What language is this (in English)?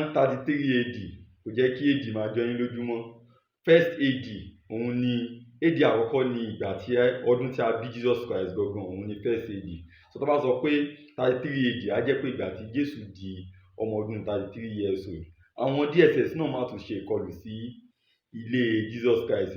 Yoruba